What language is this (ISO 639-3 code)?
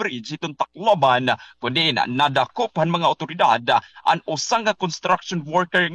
war